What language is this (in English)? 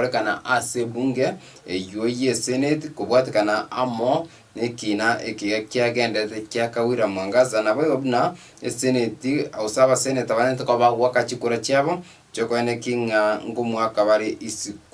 Gusii